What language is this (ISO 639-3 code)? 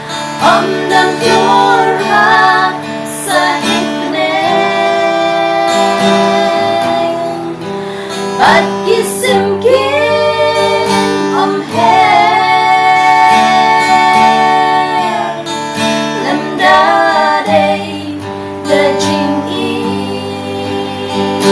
kha